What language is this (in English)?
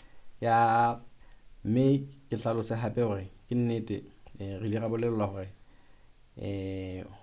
Southern Sotho